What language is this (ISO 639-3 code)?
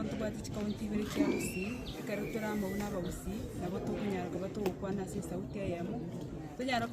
guz